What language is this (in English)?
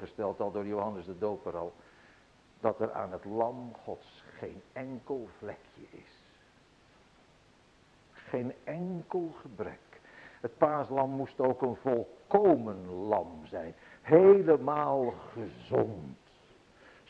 Dutch